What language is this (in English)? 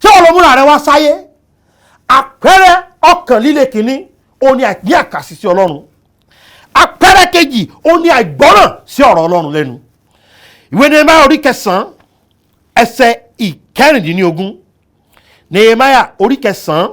Yoruba